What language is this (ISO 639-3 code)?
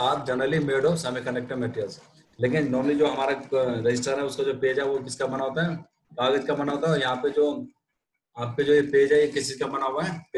hin